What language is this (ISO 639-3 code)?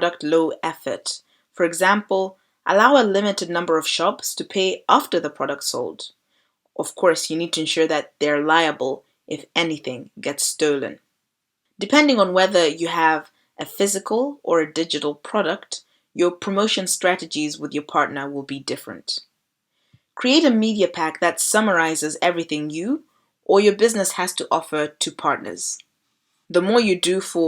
eng